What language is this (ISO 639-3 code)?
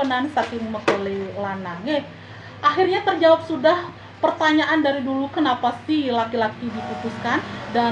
ban